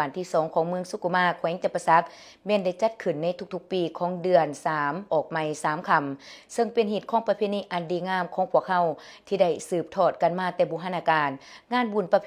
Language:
Lao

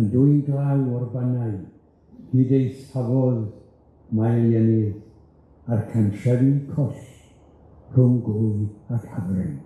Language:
Welsh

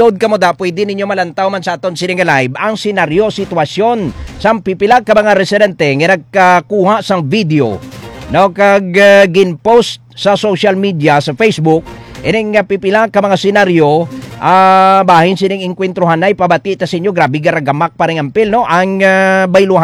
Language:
Hiligaynon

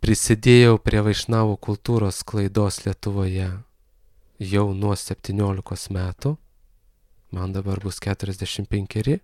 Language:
Lithuanian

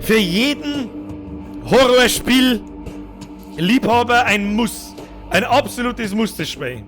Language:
Bavarian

